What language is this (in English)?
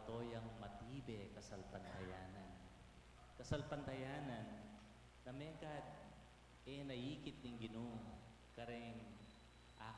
Pampanga